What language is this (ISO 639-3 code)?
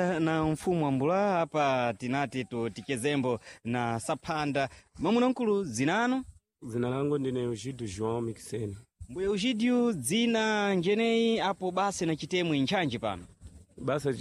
seh